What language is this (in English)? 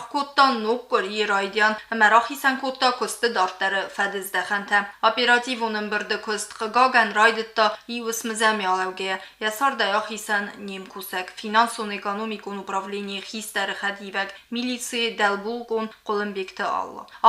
Ossetic